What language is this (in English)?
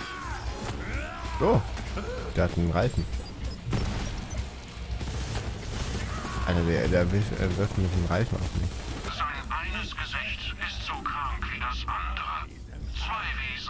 German